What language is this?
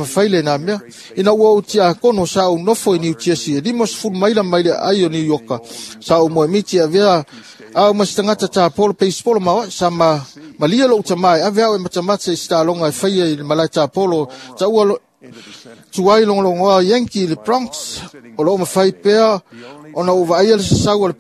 Samoan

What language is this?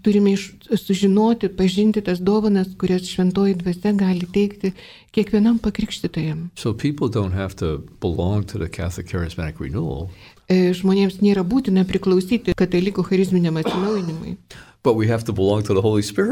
Lithuanian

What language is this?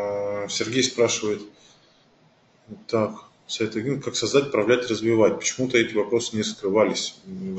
Russian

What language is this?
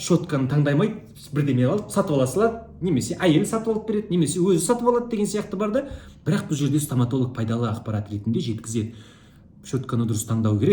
Kazakh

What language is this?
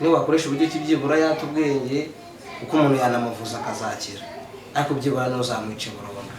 Kinyarwanda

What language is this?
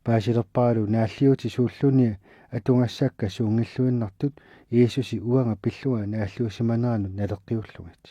Kalaallisut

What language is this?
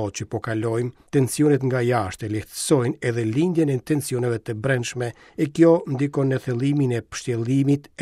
Albanian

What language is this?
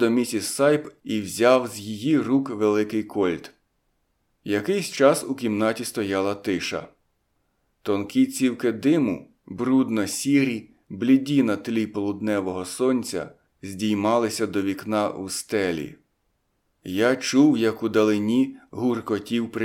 Ukrainian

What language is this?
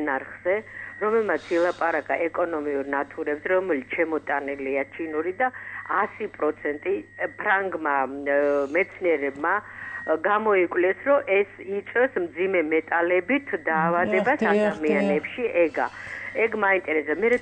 Georgian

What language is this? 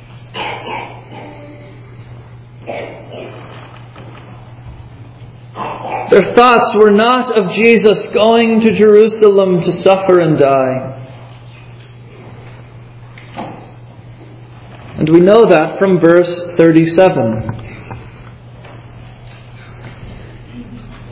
English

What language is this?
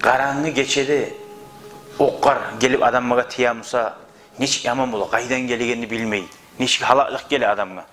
Kumyk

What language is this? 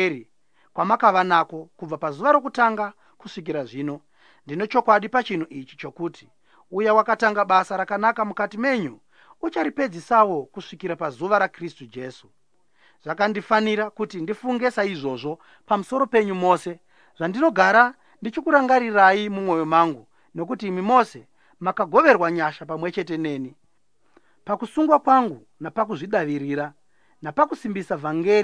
Shona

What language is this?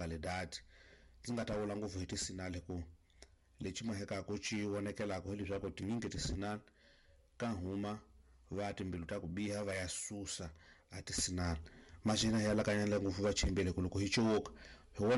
Tsonga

